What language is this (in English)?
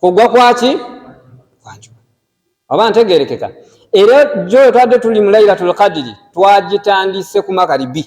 Ganda